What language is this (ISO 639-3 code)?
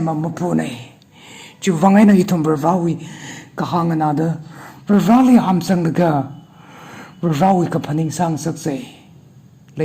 nmf